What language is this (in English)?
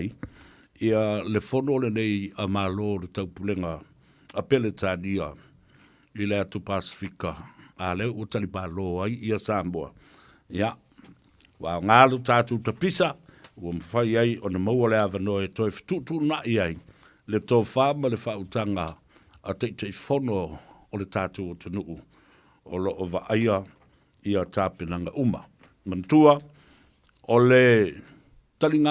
Samoan